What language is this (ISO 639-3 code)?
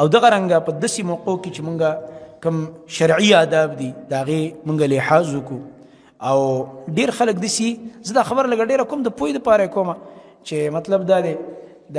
pus